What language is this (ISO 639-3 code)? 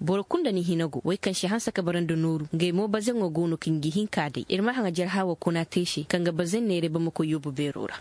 ses